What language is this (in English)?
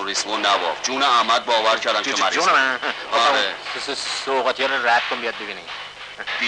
Persian